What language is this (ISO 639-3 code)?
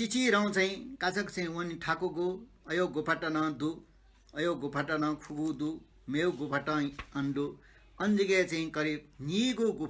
new